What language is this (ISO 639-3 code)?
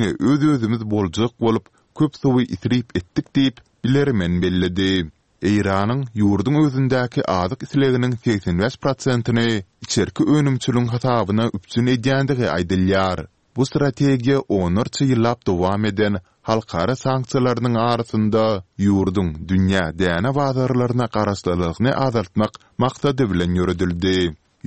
tuk